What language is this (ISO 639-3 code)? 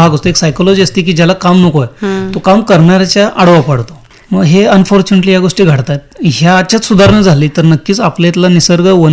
mar